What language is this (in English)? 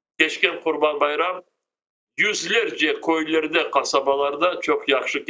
Crimean Tatar